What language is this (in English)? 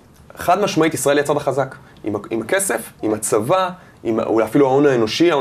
Hebrew